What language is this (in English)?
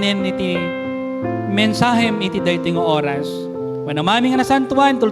Iloko